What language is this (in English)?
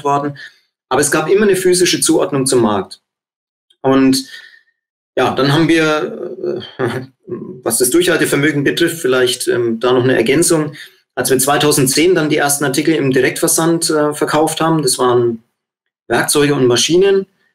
German